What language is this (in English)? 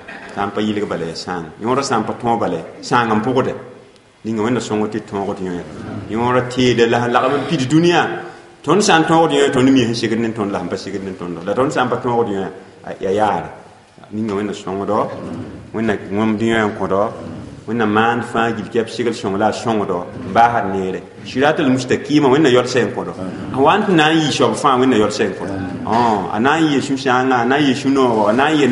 Mossi